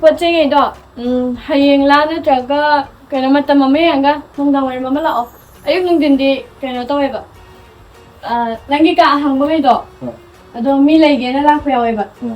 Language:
Manipuri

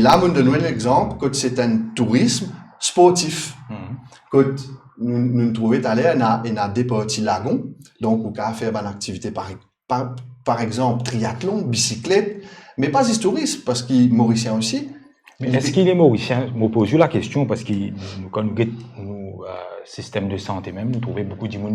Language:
Morisyen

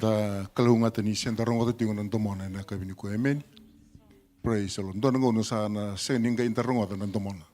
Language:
Fijian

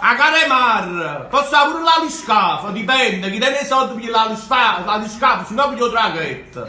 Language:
Neapolitan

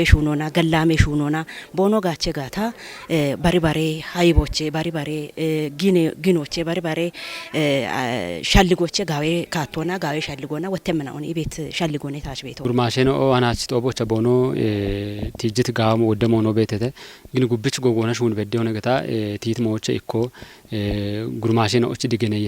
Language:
Kafa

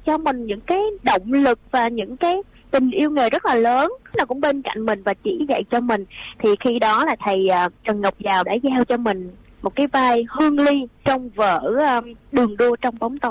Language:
Vietnamese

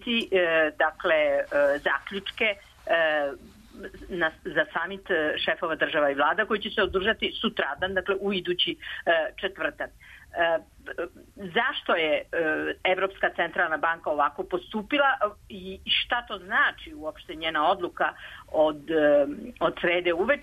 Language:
Serbian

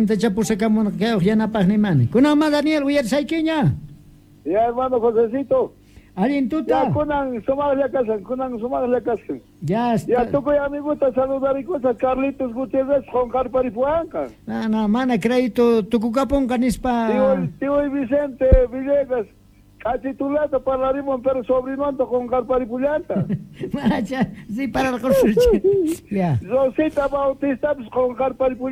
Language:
South Bolivian Quechua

